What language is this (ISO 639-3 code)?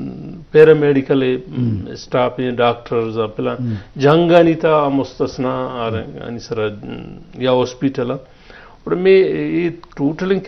bgp